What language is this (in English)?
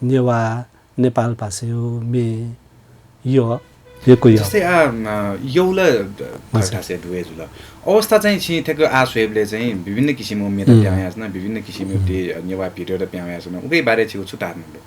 Newari